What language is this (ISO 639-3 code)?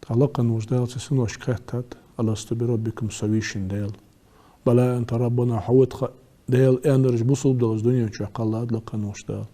inh